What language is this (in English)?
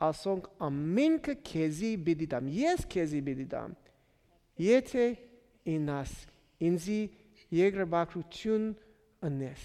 Western Armenian